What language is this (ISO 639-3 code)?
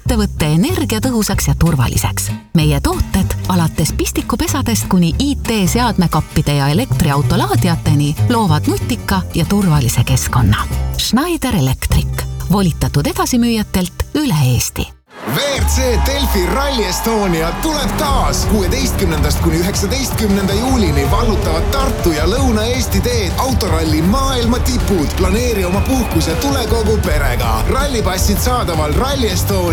est